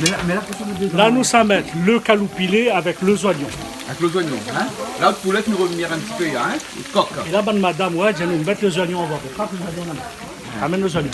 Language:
Réunion Creole French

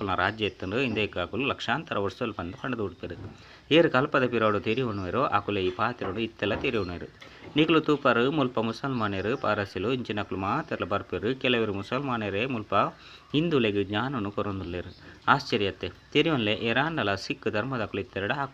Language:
Tulu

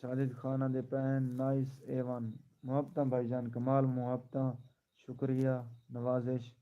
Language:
Saraiki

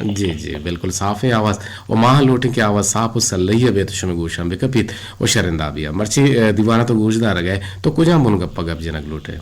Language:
Eastern Balochi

